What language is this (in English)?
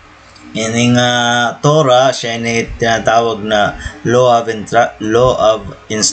Waray